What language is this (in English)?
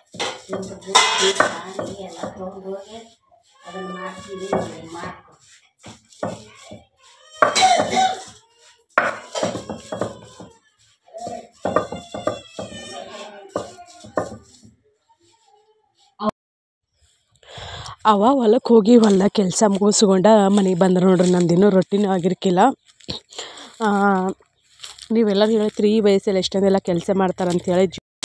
Kannada